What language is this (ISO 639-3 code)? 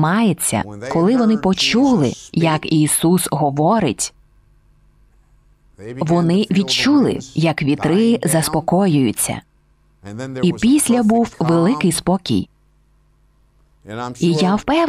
ukr